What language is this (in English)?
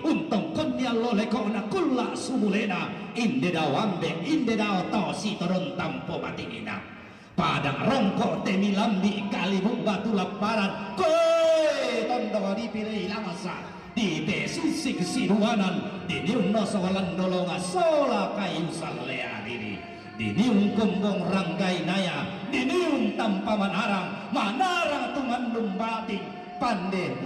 Toraja-Sa'dan